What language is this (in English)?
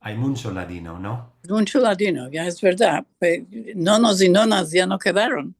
Ladino